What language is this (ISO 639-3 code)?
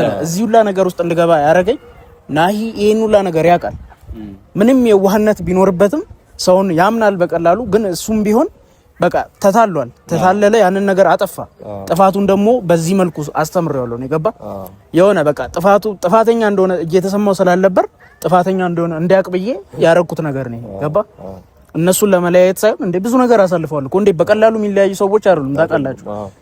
amh